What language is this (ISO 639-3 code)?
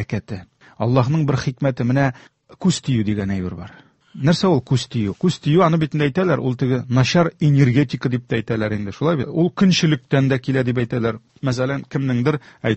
tat